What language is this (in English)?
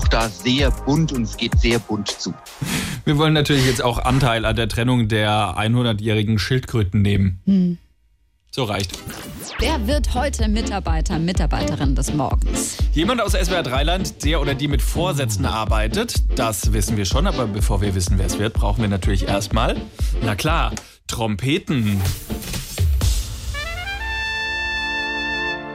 German